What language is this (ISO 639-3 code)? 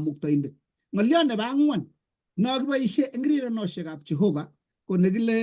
kln